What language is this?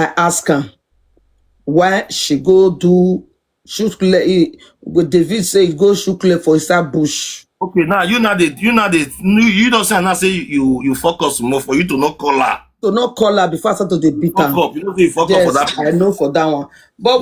Nigerian Pidgin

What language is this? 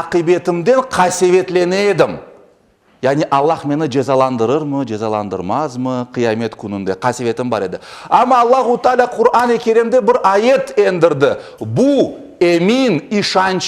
Crimean Tatar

